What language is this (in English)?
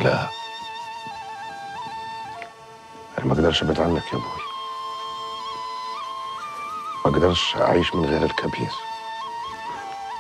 Egyptian Arabic